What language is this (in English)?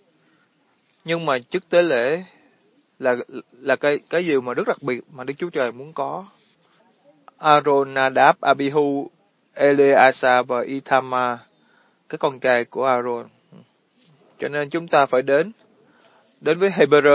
Vietnamese